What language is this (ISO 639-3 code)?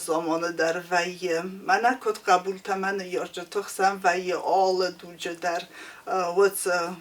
oss